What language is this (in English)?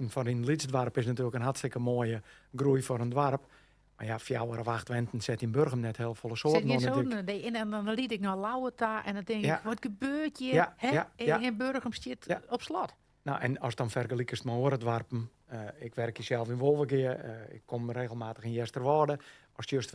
Western Frisian